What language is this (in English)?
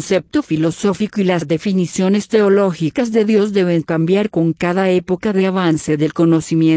Spanish